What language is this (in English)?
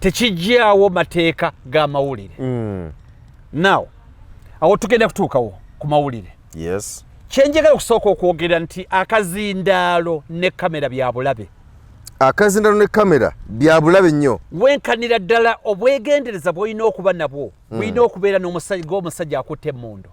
Ganda